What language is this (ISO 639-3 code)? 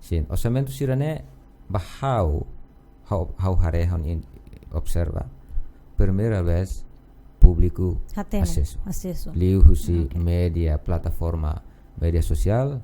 tet